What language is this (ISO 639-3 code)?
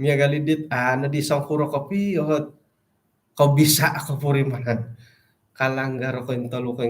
dtp